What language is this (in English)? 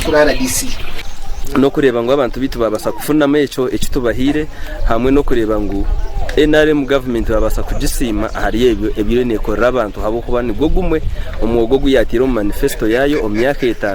Nyankole